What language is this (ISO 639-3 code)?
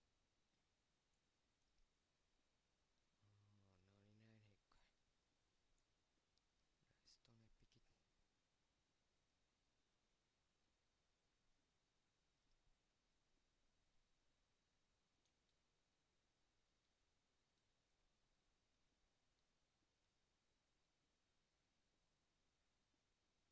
fin